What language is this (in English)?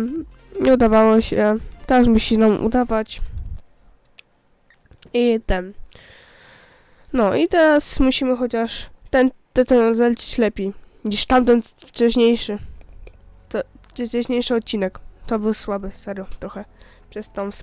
Polish